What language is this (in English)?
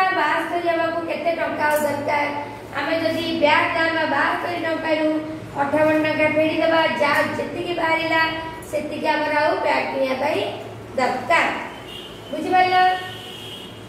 Odia